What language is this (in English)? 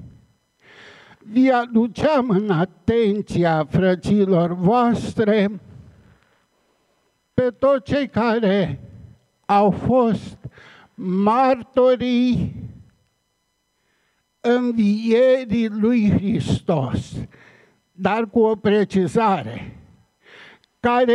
Romanian